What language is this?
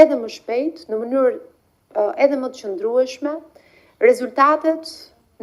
Albanian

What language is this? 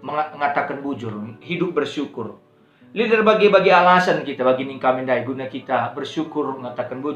Batak Karo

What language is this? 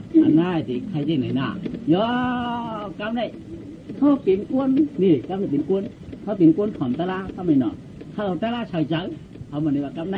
Shan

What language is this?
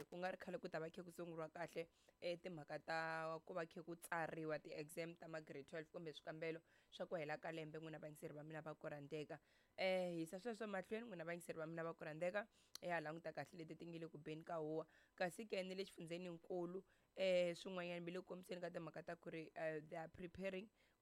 Tsonga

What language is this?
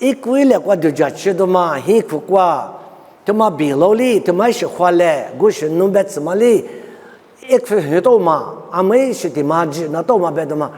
Lisu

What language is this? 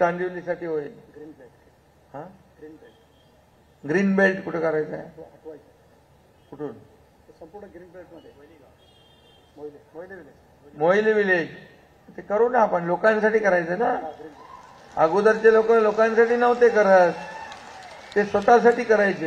Marathi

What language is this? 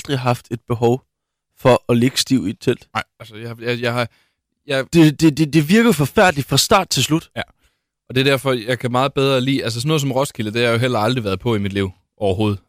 Danish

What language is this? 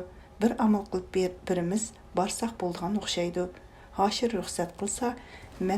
Uyghur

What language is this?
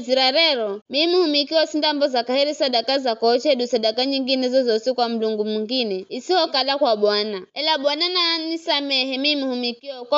Giryama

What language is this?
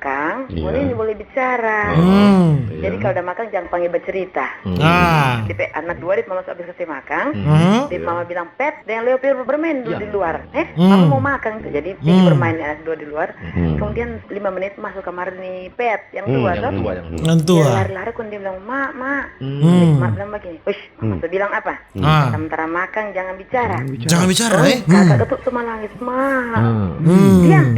Manado Malay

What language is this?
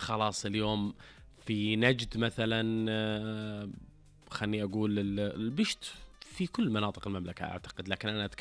Najdi Arabic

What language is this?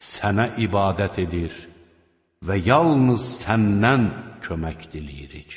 Azerbaijani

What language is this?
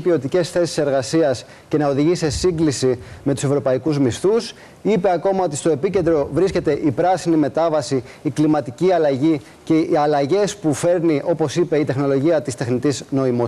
Greek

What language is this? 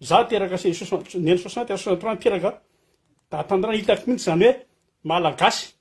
Malagasy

